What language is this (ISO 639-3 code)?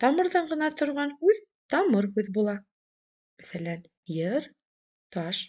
bak